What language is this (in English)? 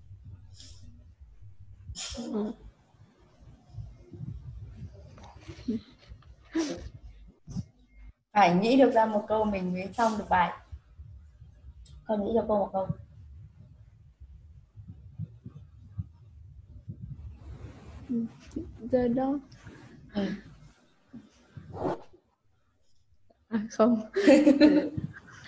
Vietnamese